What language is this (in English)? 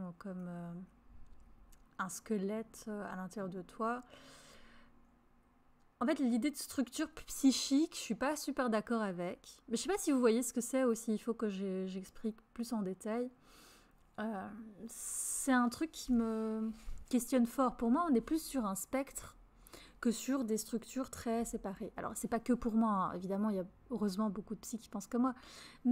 French